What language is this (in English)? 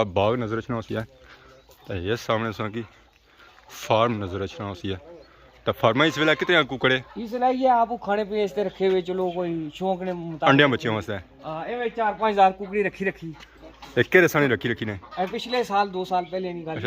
Pahari-Potwari